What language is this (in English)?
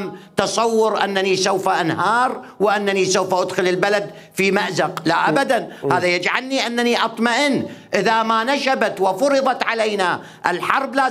Mesopotamian Arabic